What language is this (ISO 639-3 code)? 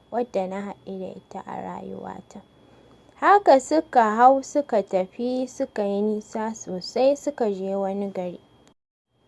hau